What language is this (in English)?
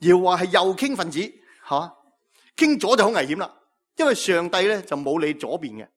Cantonese